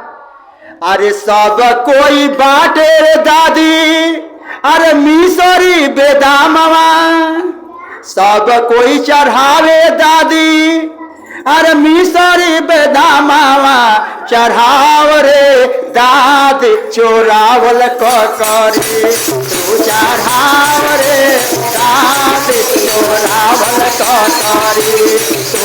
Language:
Magahi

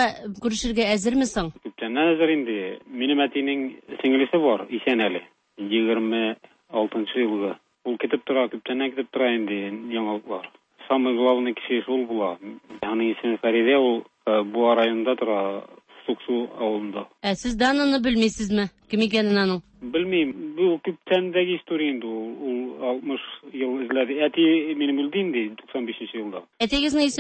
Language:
Tatar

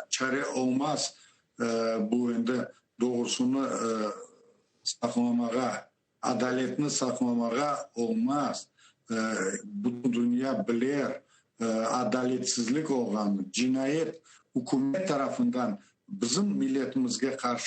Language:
Crimean Tatar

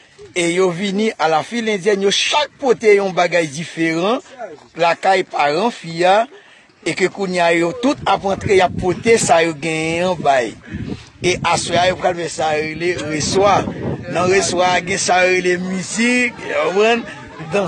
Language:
Haitian Creole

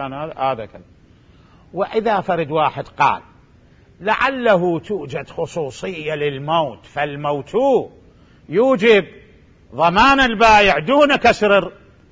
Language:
Mesopotamian Arabic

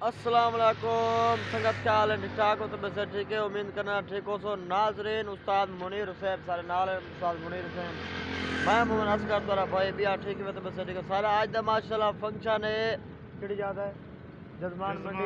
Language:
Saraiki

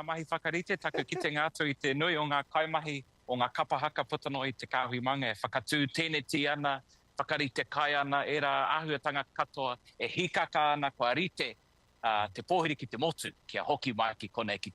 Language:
Māori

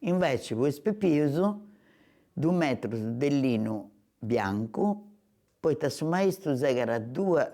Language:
Sardinian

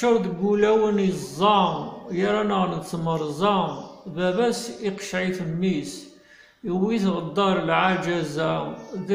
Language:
Kabyle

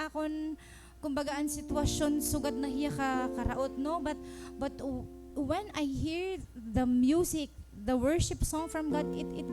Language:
Waray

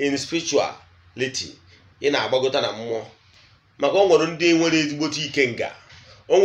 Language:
Igbo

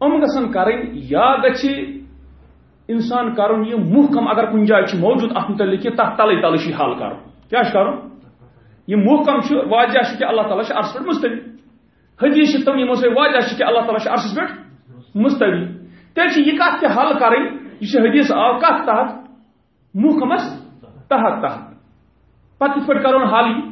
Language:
Kashmiri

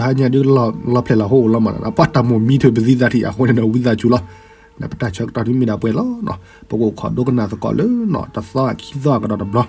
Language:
S'gaw Karen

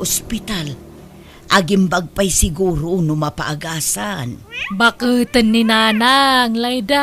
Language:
Iloko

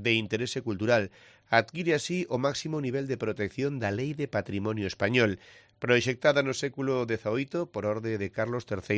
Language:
Galician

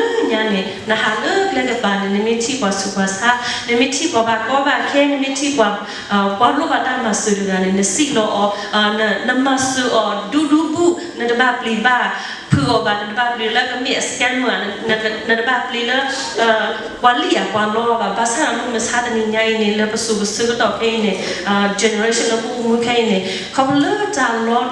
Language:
S'gaw Karen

